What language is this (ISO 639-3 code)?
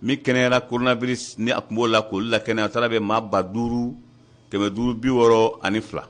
bam